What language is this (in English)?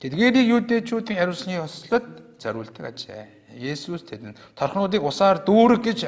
Mongolian